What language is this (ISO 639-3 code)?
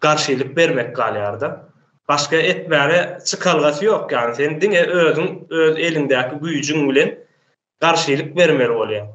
tuk